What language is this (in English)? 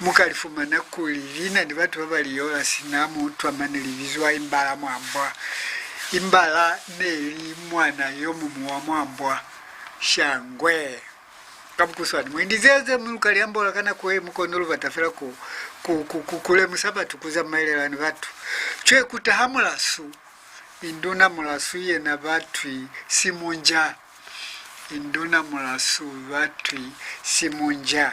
Lozi